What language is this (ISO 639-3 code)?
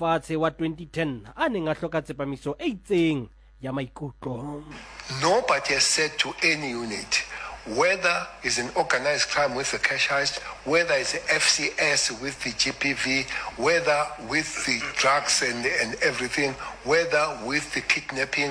sot